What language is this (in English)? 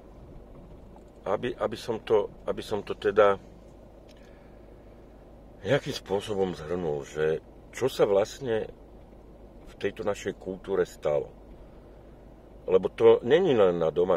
Slovak